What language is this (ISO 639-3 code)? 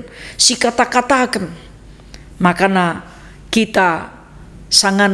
btx